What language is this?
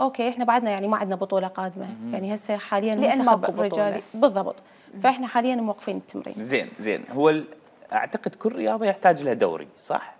Mesopotamian Arabic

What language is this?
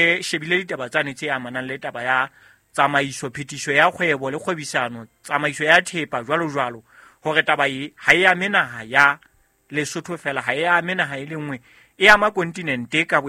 Southern Sotho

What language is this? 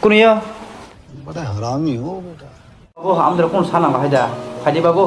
Kok Borok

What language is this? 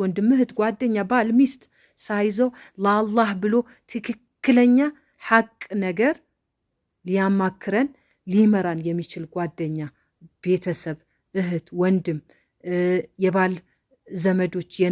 Amharic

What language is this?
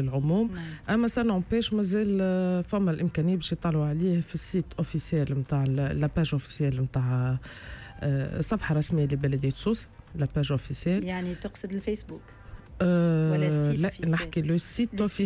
Tunisian Arabic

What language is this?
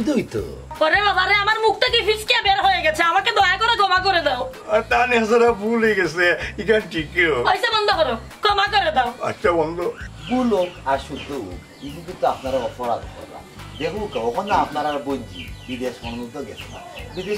Sylheti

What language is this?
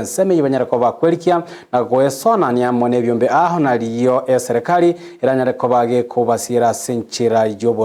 Gusii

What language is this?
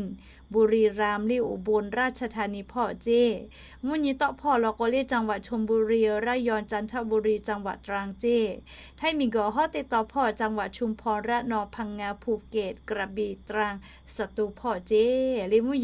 Lahu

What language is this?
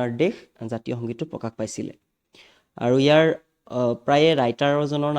Assamese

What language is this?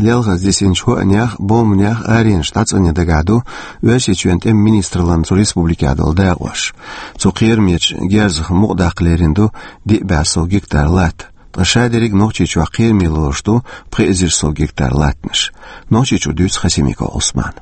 Chechen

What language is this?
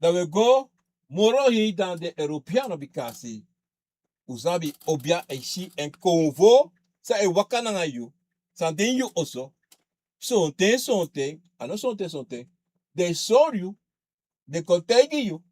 Sranan Tongo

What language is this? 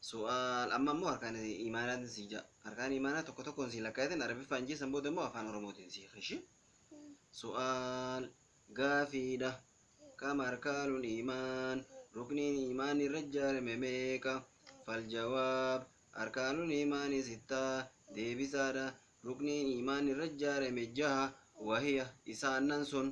Oromo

